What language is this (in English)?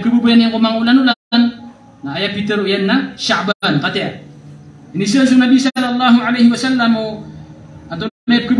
Maranao